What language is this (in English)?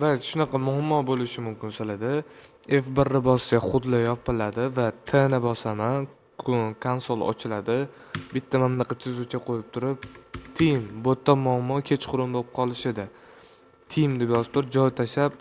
Uzbek